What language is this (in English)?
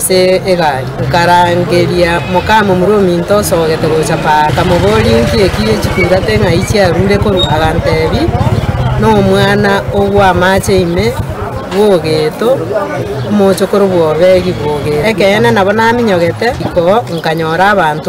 Gusii